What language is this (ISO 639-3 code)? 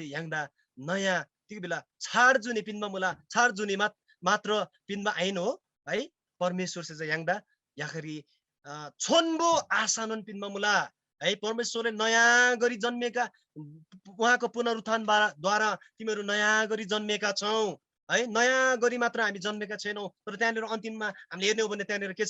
taj